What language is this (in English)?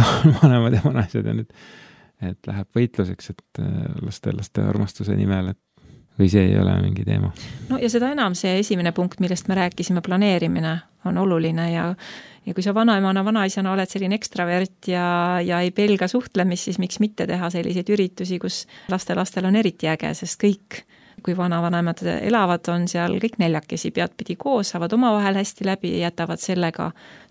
Estonian